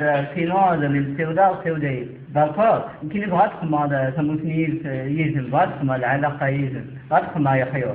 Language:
Kabyle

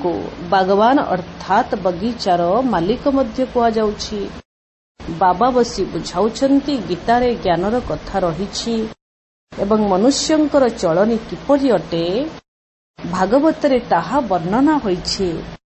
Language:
Odia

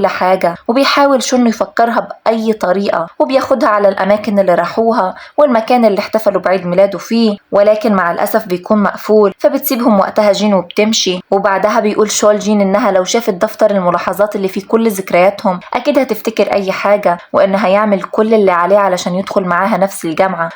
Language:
Egyptian Arabic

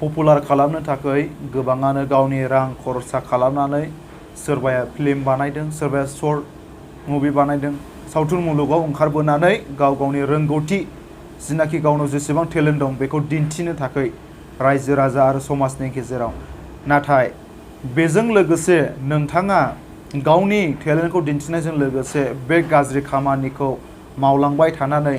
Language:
Bodo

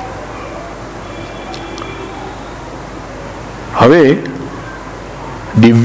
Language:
Gujarati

